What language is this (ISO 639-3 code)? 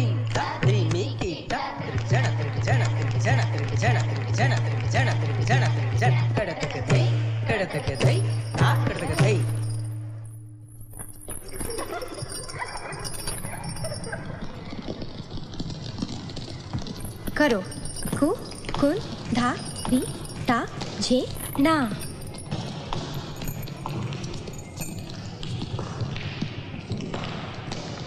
hin